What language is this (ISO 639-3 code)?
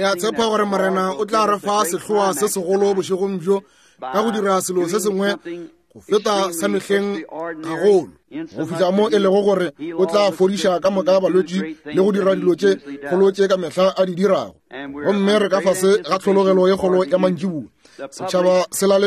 nso